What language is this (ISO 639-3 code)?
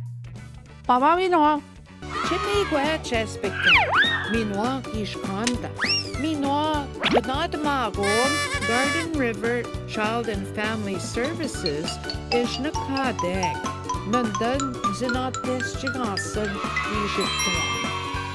ojc